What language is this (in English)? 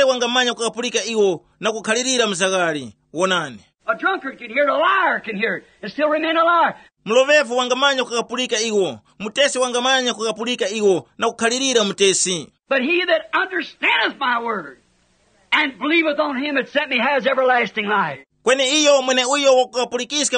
Tumbuka